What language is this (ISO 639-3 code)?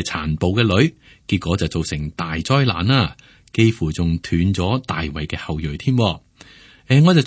yue